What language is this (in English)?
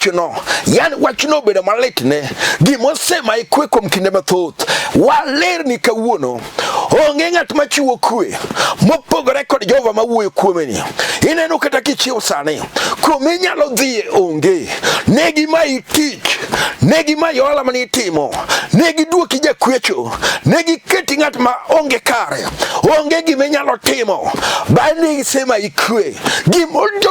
Luo (Kenya and Tanzania)